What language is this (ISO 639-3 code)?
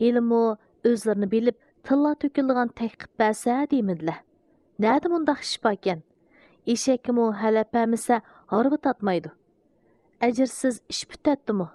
uig